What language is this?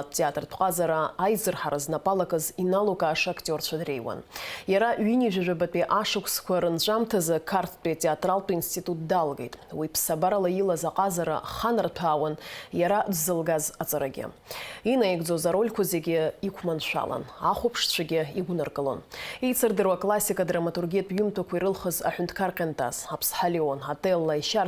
Abkhazian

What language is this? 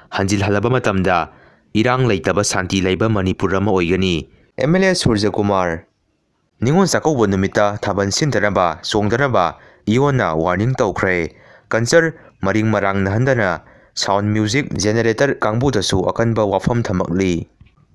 Manipuri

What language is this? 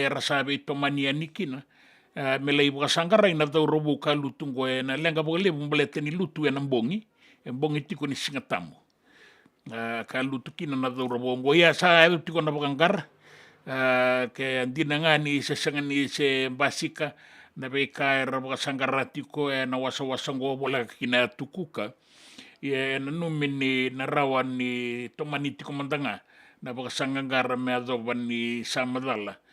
Fijian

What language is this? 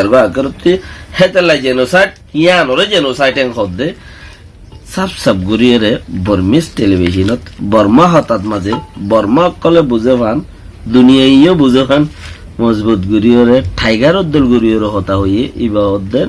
Rohingya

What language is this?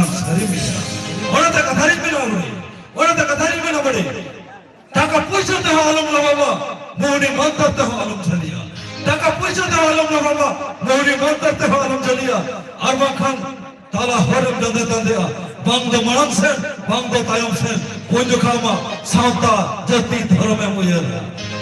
Santali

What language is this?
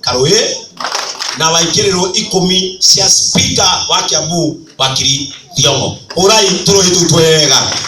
Kikuyu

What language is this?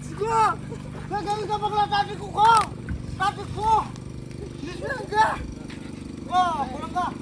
Dimasa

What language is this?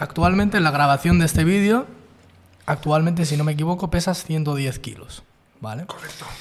Spanish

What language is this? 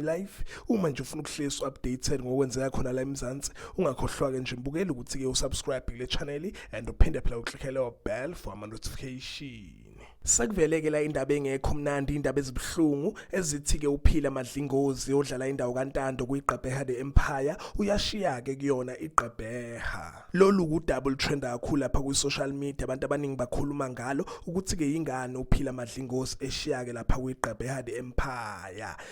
Zulu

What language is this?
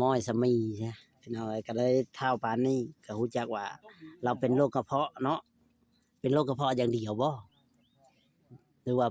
Northeastern Thai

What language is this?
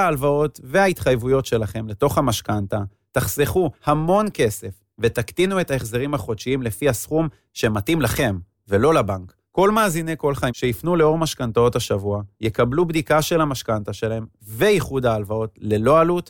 Hebrew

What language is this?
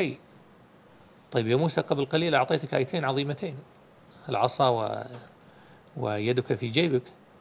Arabic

